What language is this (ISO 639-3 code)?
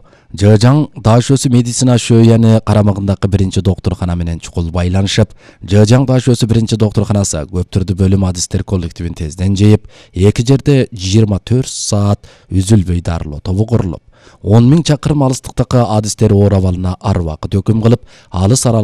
kir